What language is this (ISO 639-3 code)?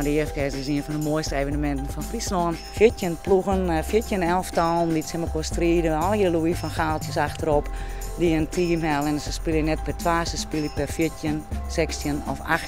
fry